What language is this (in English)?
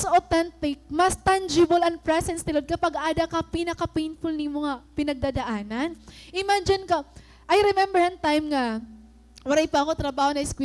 Waray